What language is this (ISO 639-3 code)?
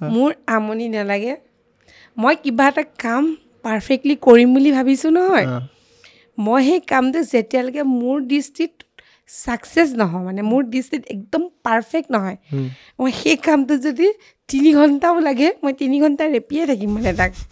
asm